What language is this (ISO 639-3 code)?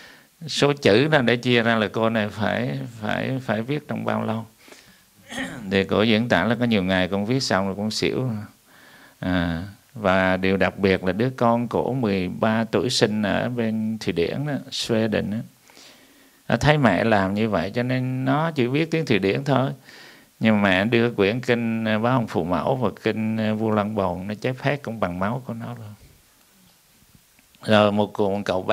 vie